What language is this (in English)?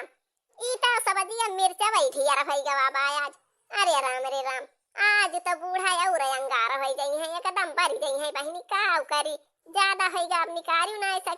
Awadhi